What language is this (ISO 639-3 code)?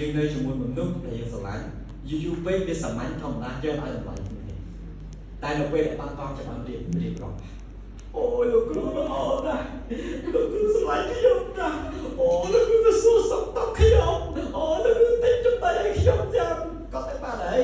khm